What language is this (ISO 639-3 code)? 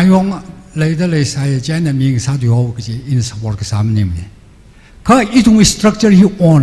nmf